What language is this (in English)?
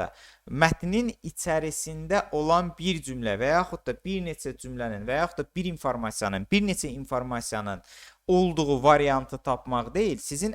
Azerbaijani